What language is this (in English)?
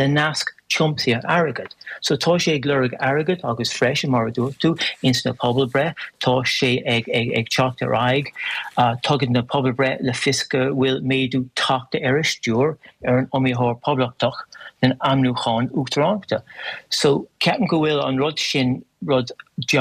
Irish